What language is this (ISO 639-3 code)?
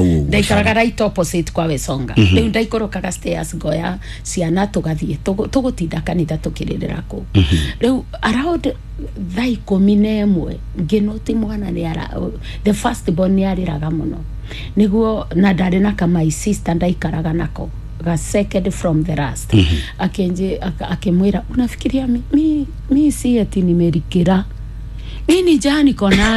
kik